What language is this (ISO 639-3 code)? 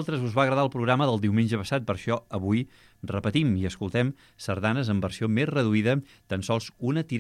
cat